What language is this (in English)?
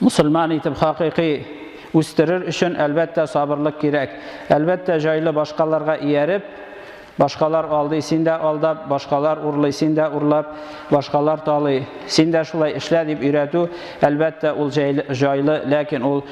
Tatar